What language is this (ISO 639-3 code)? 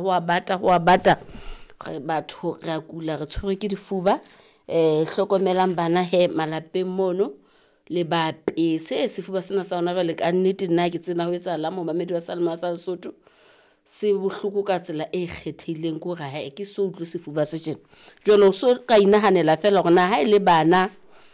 sot